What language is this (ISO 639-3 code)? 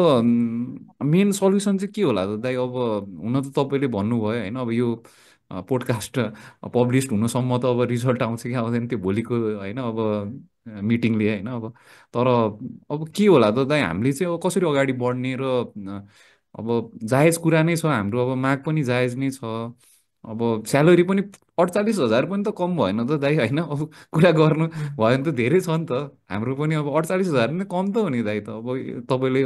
nep